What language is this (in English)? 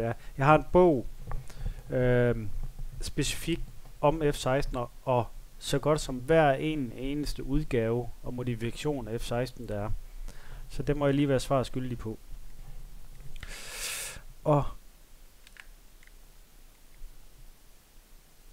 Danish